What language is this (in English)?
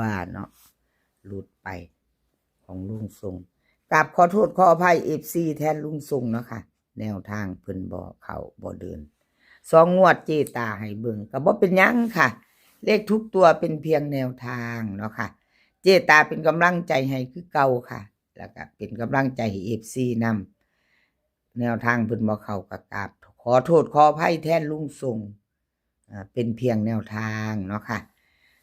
Northeastern Thai